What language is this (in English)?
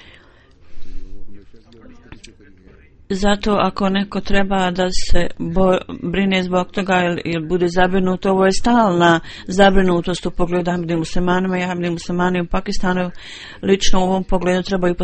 Bosnian